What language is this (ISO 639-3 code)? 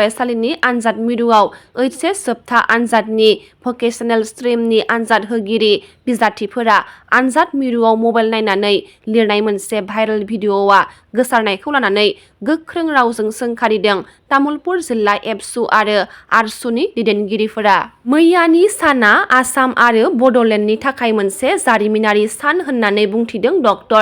brx